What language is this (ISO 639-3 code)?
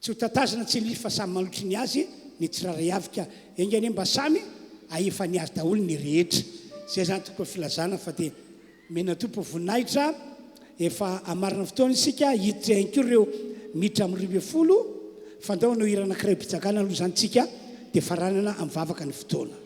mlg